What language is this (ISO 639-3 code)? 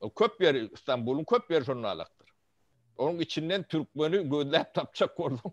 tuk